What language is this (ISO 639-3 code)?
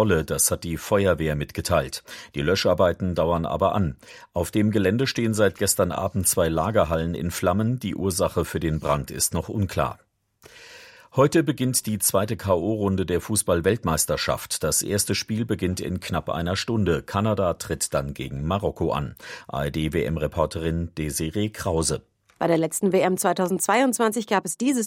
deu